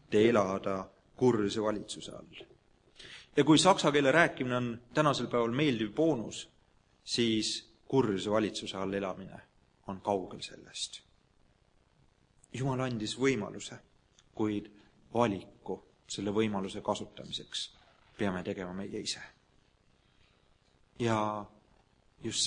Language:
Estonian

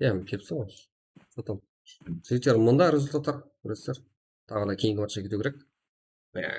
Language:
Kara-Kalpak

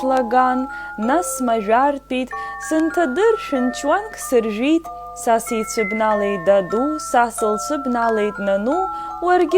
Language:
Abkhazian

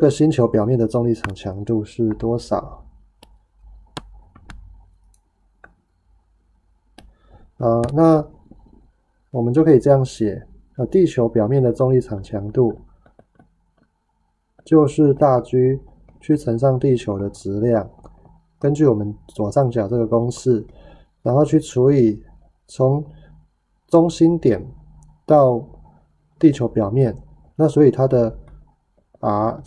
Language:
Chinese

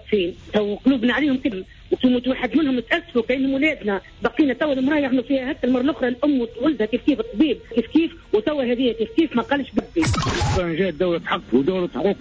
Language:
Tunisian Arabic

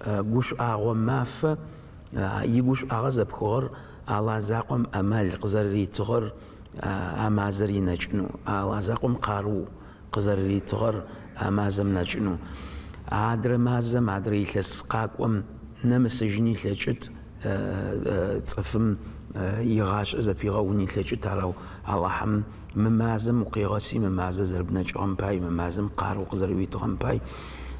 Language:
Adyghe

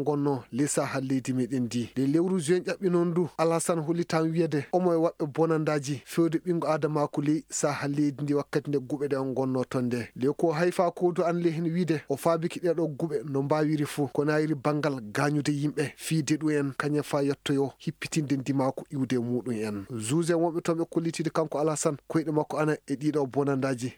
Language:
Maasina Fulfulde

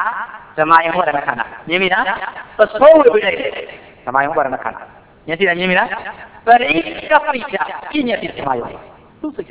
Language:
Burmese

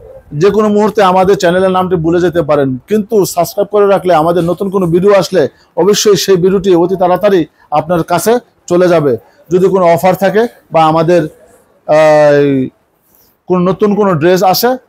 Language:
Bangla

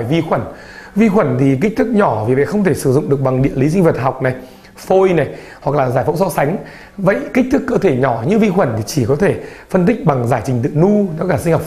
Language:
Vietnamese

